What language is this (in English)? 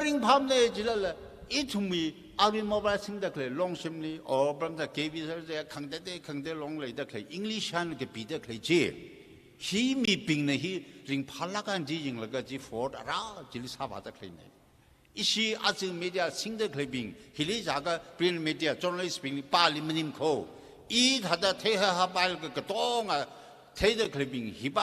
Tangkhul Naga (India)